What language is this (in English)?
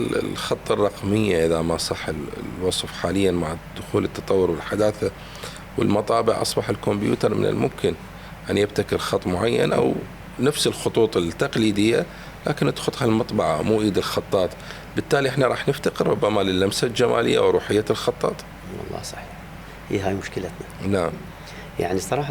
Mesopotamian Arabic